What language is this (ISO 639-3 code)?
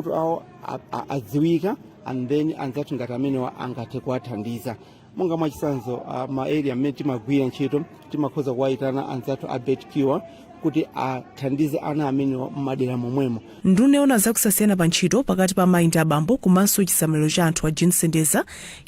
nya